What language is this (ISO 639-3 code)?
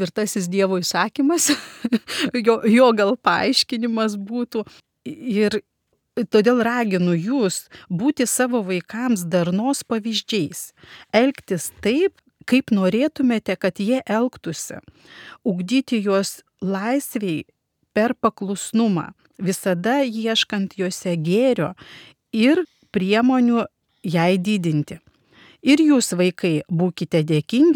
lit